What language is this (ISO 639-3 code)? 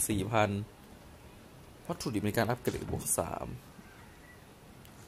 tha